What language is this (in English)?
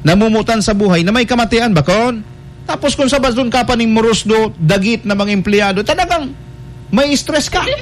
Bikol